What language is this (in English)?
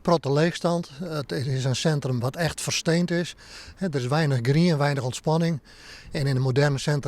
Western Frisian